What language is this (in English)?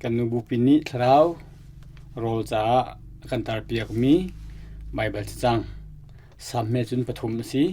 Hakha Chin